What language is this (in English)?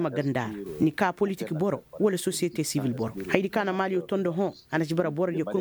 Koyraboro Senni